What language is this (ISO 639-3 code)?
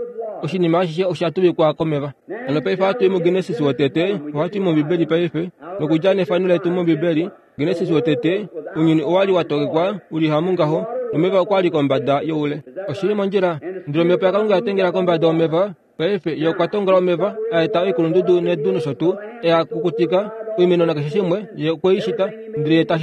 kua